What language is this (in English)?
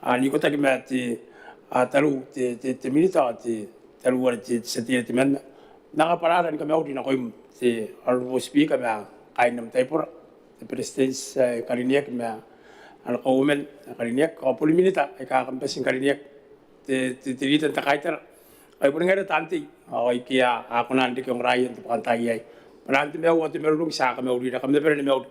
Gilbertese